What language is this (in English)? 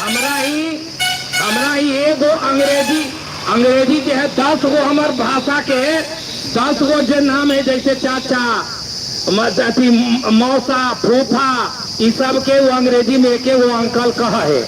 Magahi